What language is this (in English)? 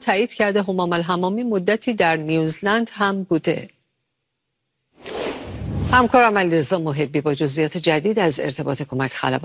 Persian